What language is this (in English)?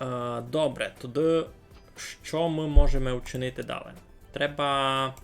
Rusyn